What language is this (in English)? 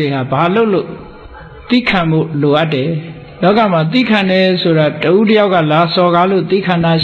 Burmese